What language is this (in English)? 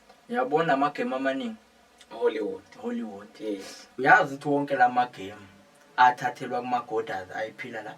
Zulu